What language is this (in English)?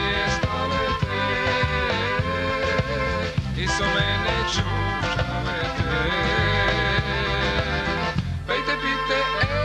Macedonian